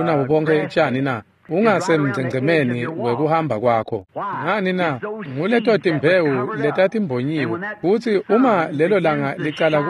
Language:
Swati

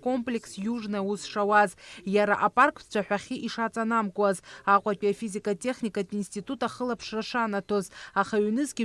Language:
Abkhazian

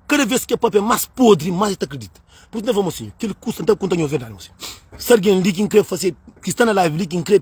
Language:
Kabuverdianu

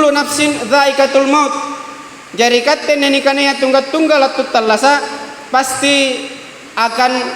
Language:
Makasar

